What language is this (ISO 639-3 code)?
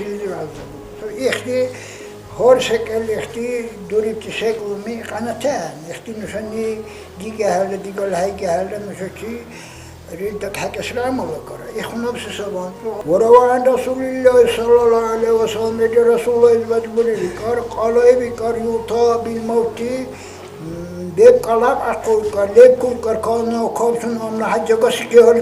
dar